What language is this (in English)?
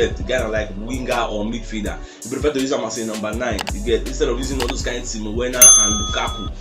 Nigerian Pidgin